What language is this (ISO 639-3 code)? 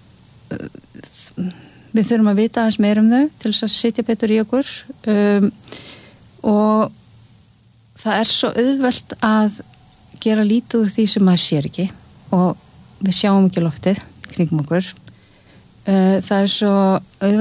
isl